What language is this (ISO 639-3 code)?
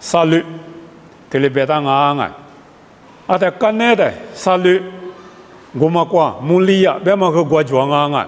lis